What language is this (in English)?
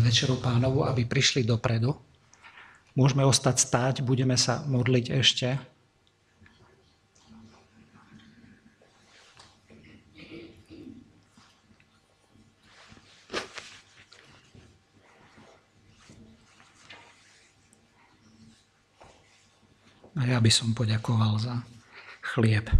Slovak